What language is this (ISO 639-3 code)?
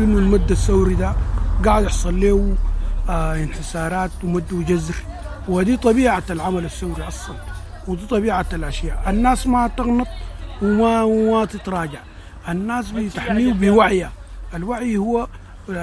apd